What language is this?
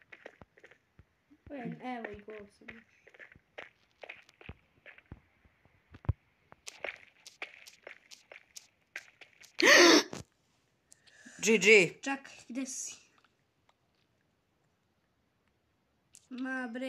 Croatian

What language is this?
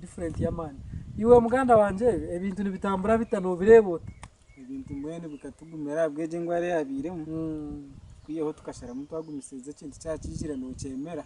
Nyankole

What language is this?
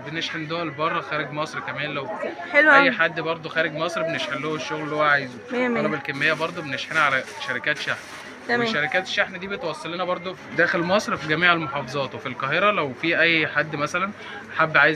Egyptian Arabic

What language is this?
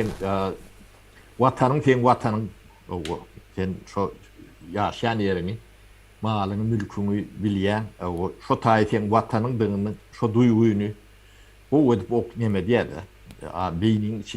Turkmen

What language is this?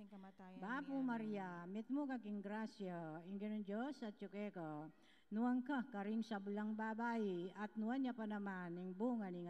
Pampanga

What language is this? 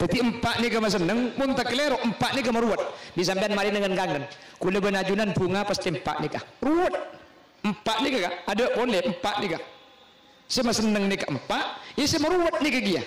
Madurese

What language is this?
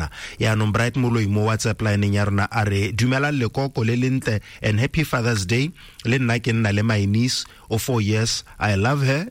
Tswana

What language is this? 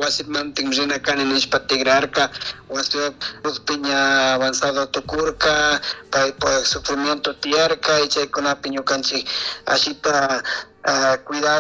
Chimborazo Highland Quichua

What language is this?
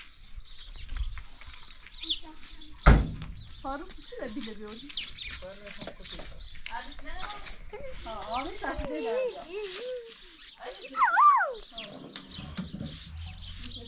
Persian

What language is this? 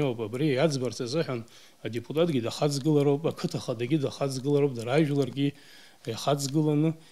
Abkhazian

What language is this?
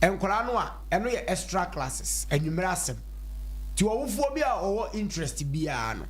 Akan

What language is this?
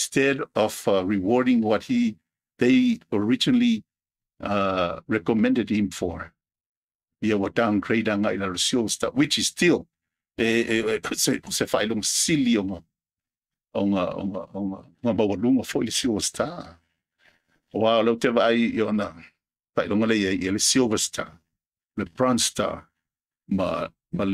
Samoan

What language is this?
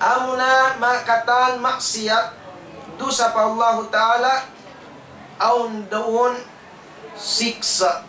Tausug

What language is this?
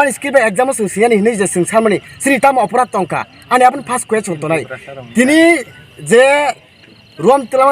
Kok Borok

